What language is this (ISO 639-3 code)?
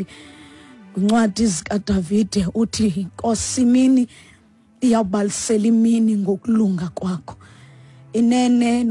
xho